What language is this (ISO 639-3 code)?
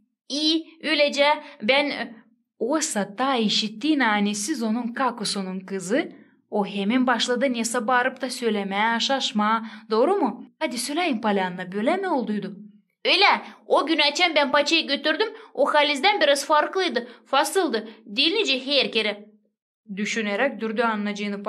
gag